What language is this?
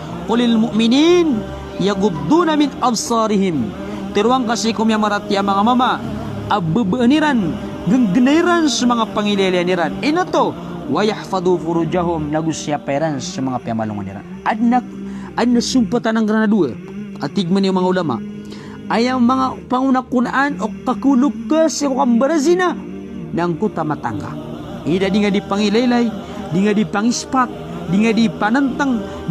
Maranao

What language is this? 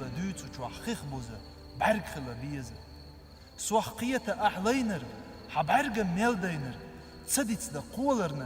Chechen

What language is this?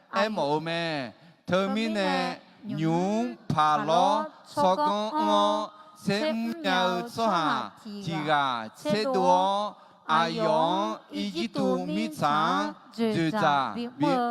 Akha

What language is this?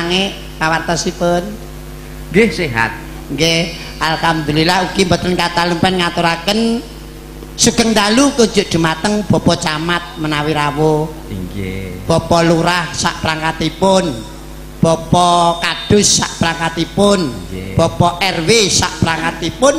Javanese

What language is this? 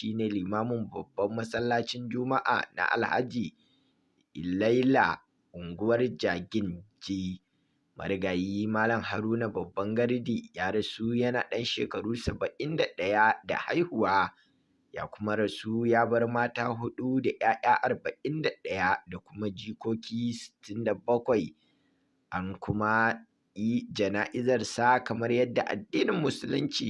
Hausa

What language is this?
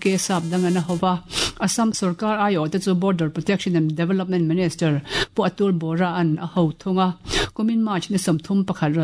Mizo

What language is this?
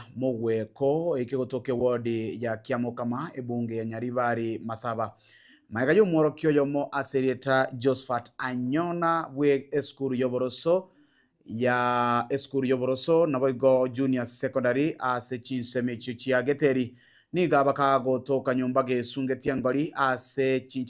Gusii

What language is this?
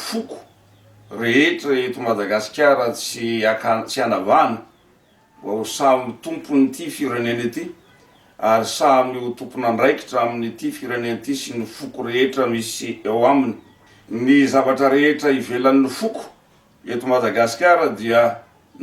Malagasy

